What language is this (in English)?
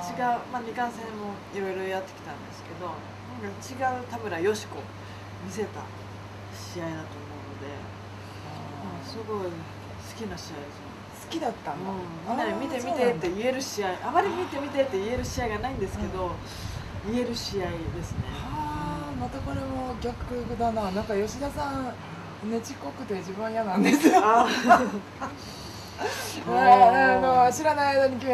Japanese